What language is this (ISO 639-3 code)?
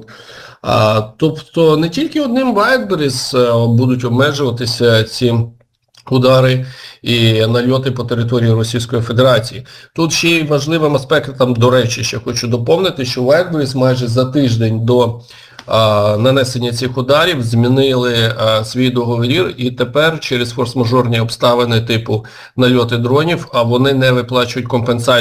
ukr